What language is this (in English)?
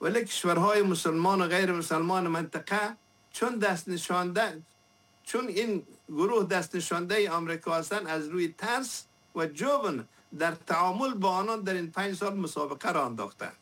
Persian